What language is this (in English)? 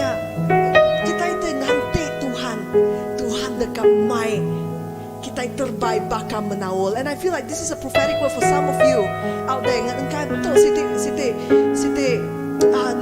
Iban